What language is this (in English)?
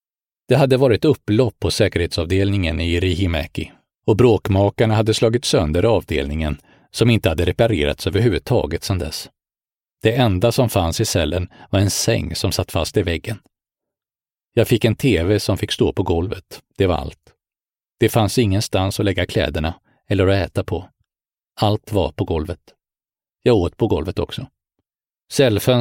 Swedish